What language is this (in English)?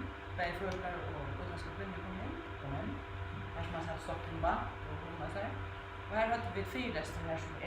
Faroese